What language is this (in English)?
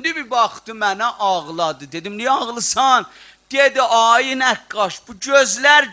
South Azerbaijani